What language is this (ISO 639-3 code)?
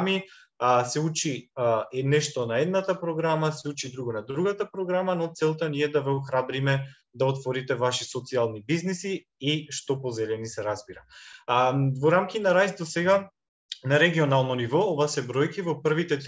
mkd